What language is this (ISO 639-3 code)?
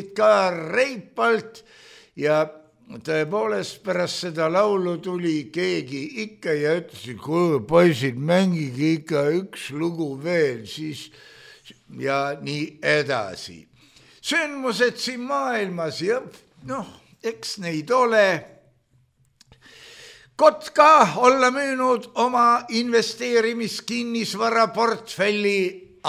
est